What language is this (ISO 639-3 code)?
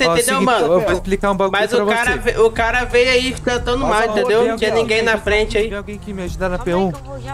por